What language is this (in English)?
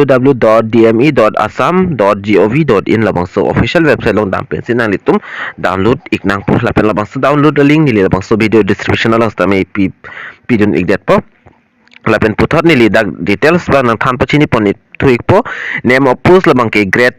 Karbi